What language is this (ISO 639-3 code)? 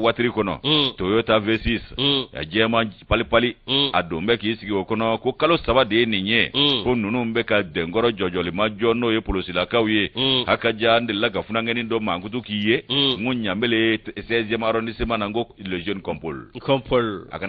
bam